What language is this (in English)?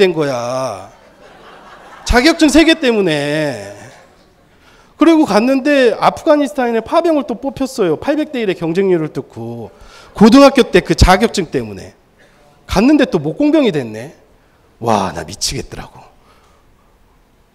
Korean